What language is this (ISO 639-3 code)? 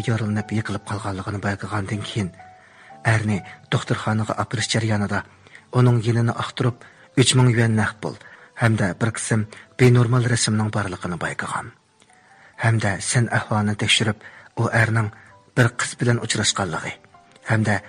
uig